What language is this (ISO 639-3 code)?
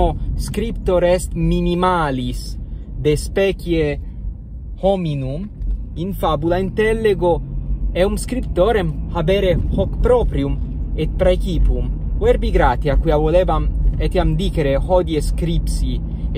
lat